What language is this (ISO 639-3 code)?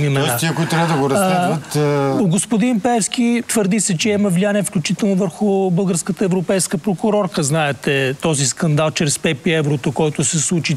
bul